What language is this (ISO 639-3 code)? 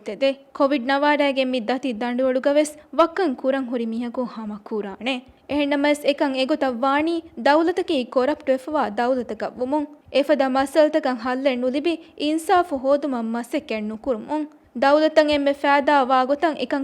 div